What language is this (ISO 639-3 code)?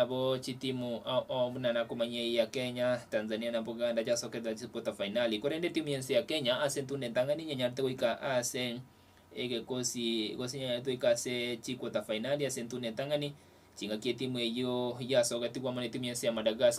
guz